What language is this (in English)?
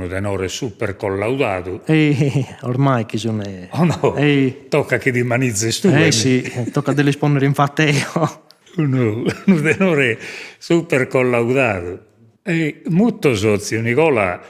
Sardinian